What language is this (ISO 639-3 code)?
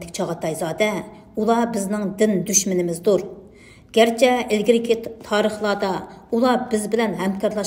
uig